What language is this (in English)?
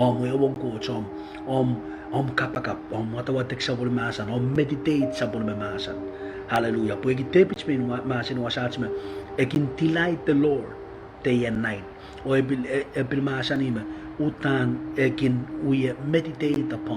Pohnpeian